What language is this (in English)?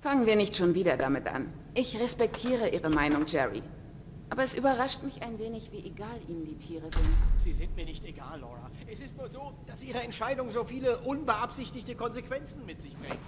Bavarian